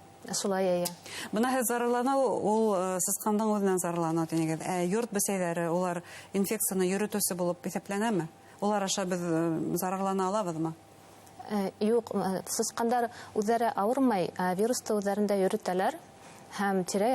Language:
Bashkir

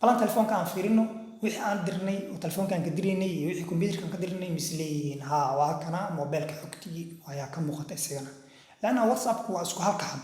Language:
Somali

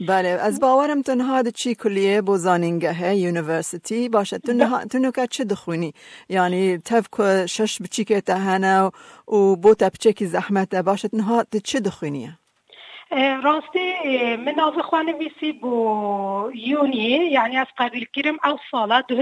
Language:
Kurdish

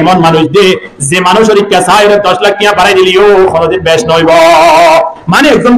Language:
Rohingya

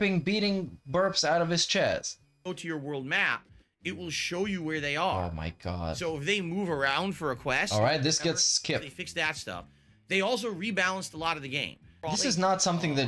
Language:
English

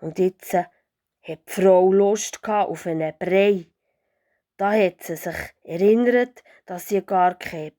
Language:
Swiss German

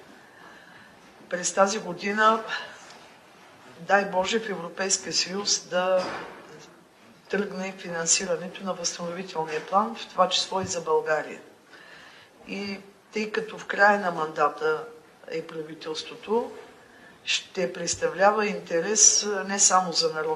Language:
Bulgarian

